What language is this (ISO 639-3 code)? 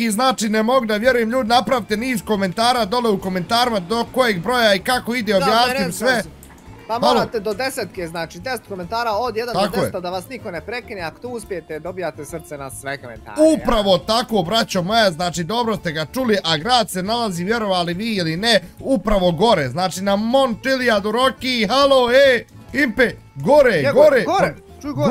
bos